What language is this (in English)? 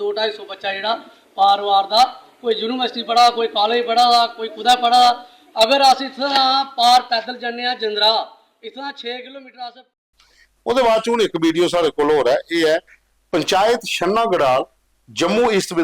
Dogri